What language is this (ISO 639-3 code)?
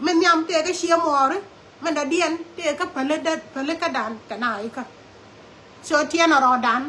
nus